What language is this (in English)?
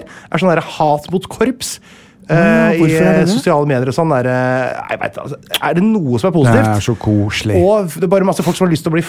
Norwegian